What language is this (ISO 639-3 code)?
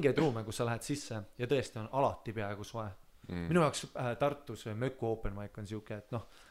est